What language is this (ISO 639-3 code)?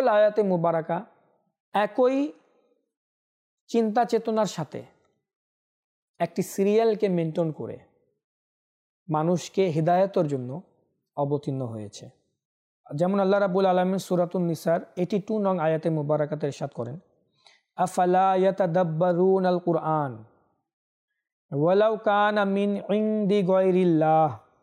ben